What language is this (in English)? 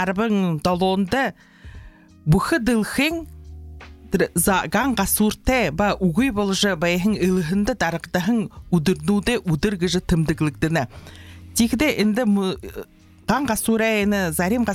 Buriat